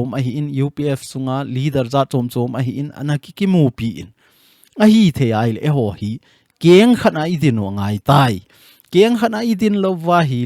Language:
Thado Chin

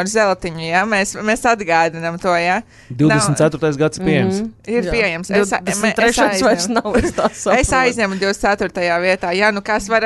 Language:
Latvian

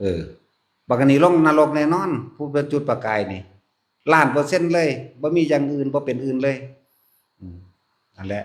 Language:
Northeastern Thai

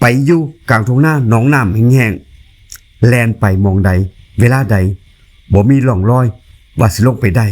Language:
Northeastern Thai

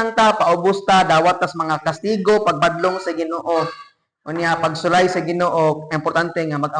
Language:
Cebuano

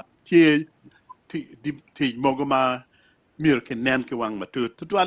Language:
Acoli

